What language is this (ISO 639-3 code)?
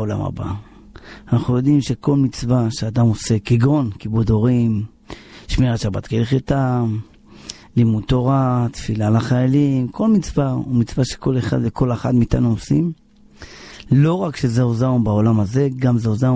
heb